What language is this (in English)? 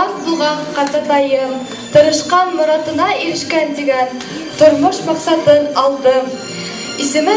Bashkir